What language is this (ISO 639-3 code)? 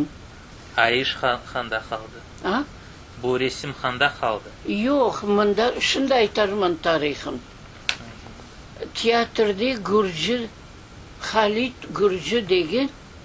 crh